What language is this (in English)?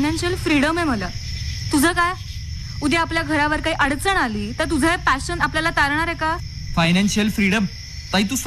Marathi